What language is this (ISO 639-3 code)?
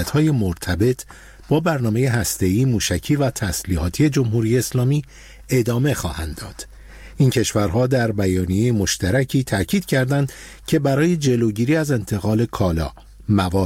fas